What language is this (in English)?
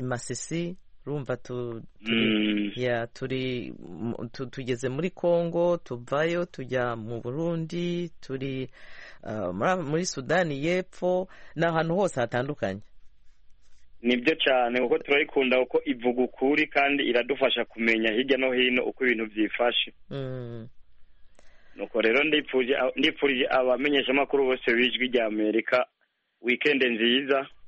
Kinyarwanda